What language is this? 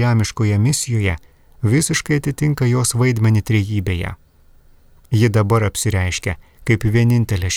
Lithuanian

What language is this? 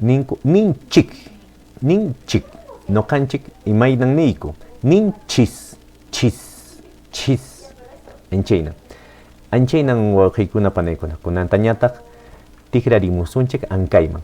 Quechua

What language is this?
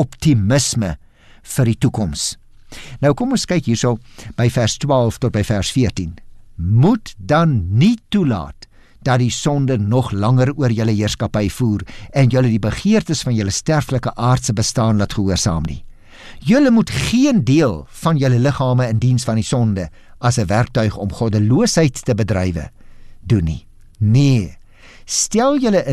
Afrikaans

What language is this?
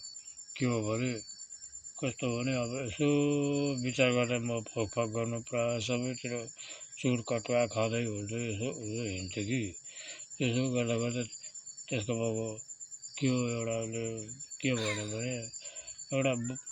Nepali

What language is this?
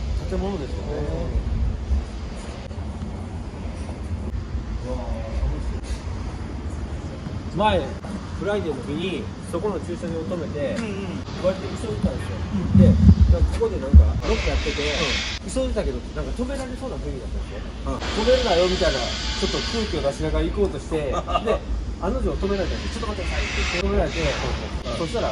Japanese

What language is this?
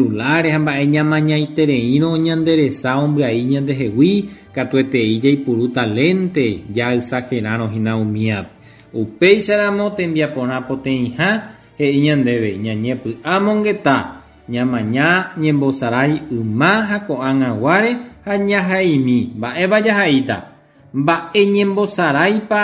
Guarani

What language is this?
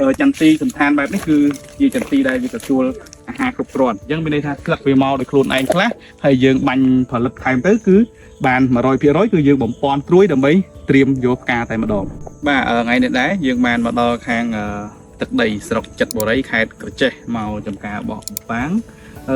Khmer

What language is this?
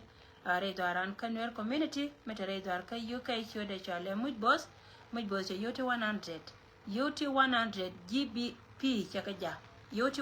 Nuer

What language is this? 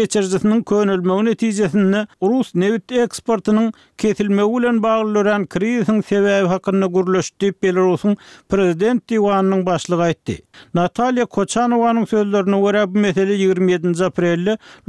Turkmen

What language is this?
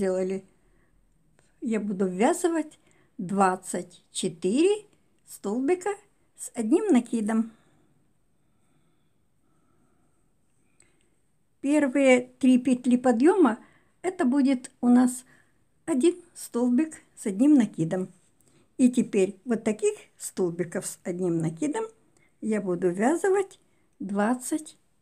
Russian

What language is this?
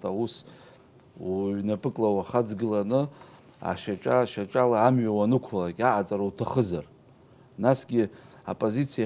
Abkhazian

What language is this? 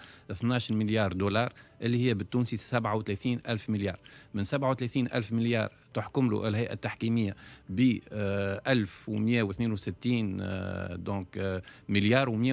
Tunisian Arabic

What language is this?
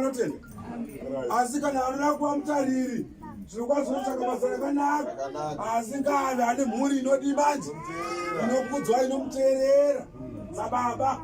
Shona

